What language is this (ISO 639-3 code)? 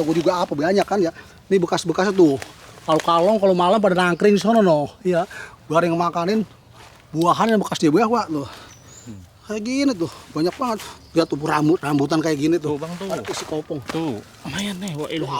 bew